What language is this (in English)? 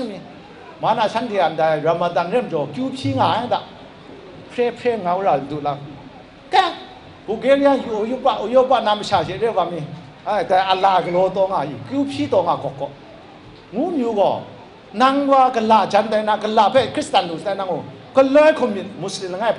Kachin